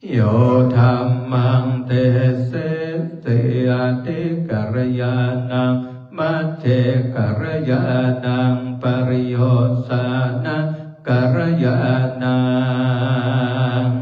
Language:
Pali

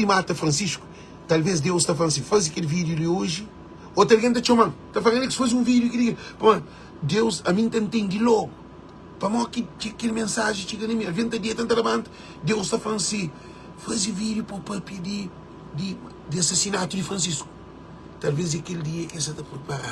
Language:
Kabuverdianu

